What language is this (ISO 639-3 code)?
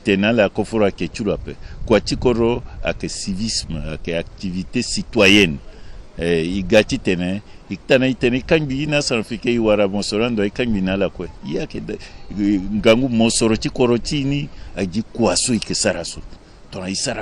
sag